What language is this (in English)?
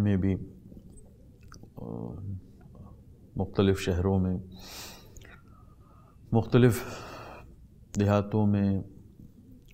Urdu